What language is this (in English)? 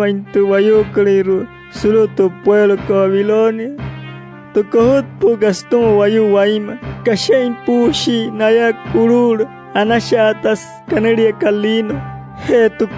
Wayuu